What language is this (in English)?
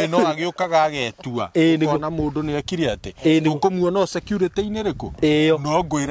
Kikuyu